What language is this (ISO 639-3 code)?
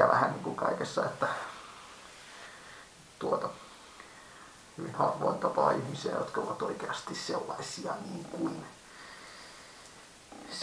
fin